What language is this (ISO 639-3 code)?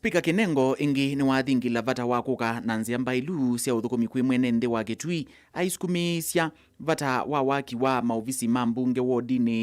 kam